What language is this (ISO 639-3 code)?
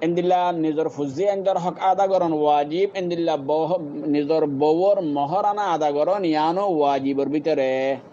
rhg